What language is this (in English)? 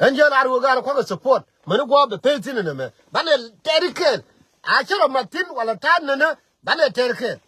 Nuer